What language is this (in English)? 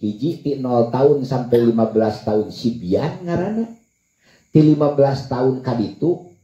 Sundanese